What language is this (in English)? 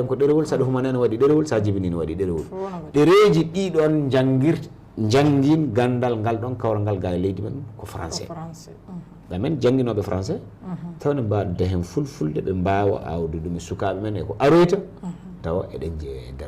Fula